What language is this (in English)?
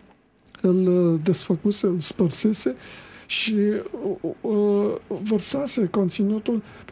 Romanian